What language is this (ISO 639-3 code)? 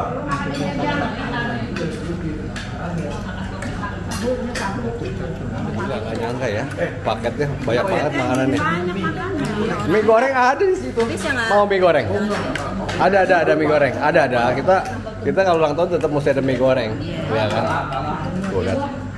ind